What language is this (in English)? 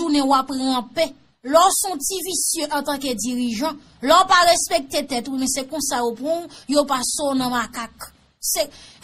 Haitian Creole